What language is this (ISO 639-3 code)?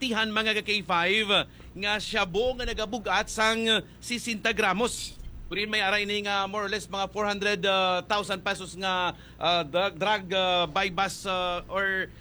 hil